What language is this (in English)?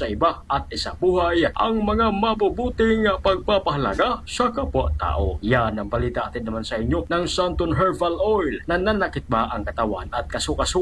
Filipino